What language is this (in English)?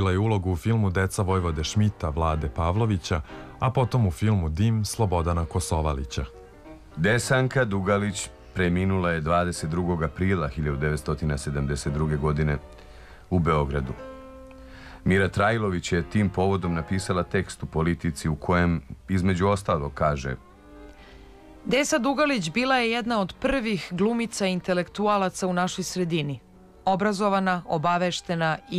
Serbian